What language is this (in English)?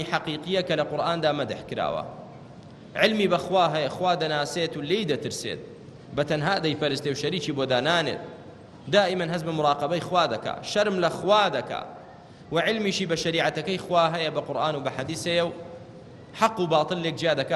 Central Kurdish